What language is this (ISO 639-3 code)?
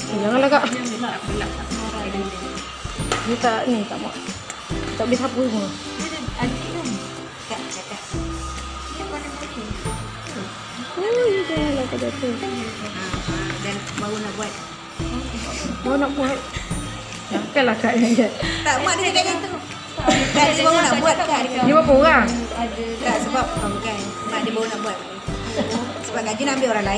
msa